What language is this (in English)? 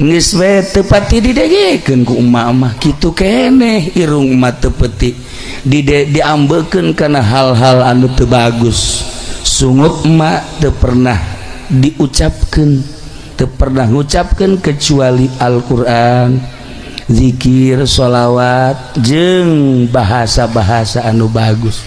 Sundanese